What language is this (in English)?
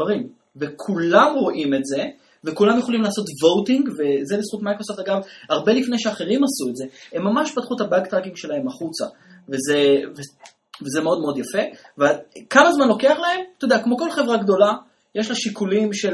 Hebrew